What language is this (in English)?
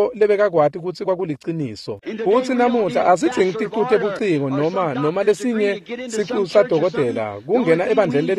Swati